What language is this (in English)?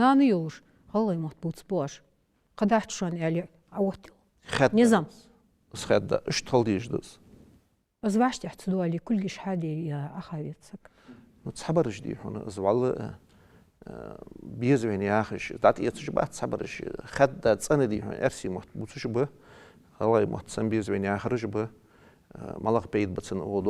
Ingush